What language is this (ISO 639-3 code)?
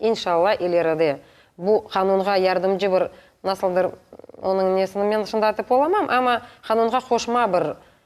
crh